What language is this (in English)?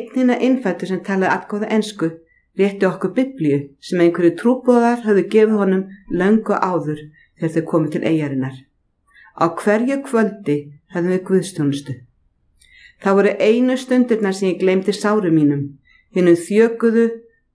Icelandic